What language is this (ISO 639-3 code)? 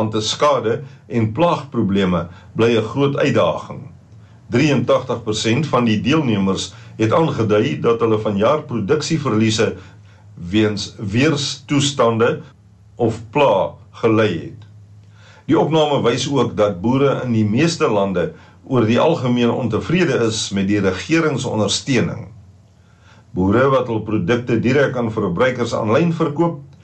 afr